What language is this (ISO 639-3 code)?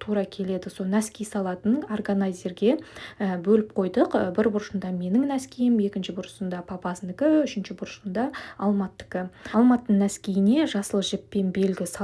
kaz